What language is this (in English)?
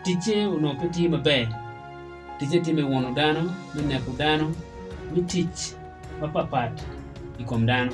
Acoli